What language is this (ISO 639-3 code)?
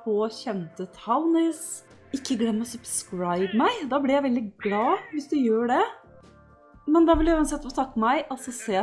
nor